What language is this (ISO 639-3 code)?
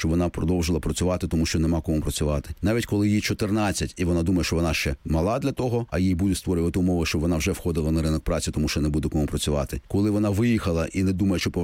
ukr